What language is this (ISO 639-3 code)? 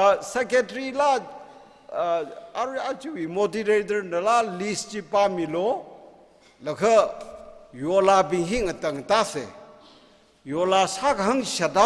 nmf